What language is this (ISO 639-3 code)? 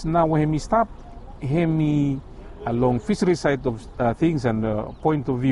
bis